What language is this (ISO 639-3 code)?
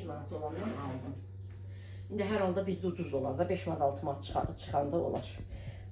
aze